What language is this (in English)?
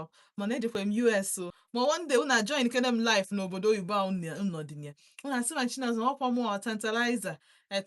Igbo